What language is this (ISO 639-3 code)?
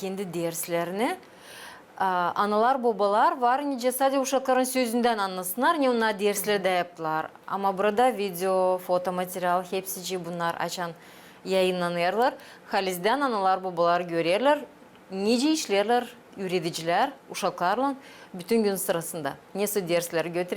gag